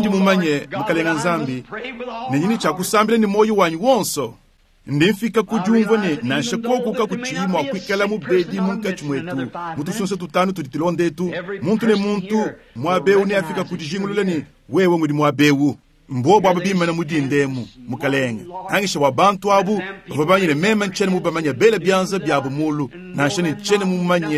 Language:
Luba-Lulua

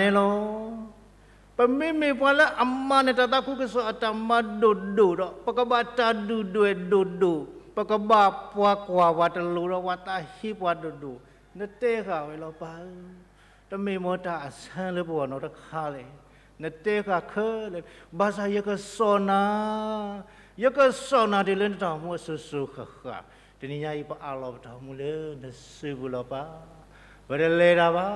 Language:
S'gaw Karen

